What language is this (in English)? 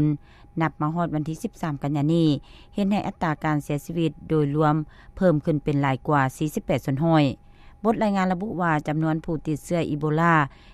Lao